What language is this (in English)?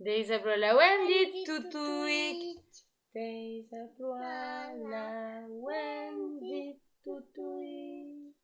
Breton